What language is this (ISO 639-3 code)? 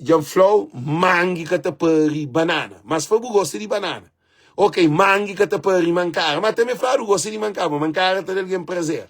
kea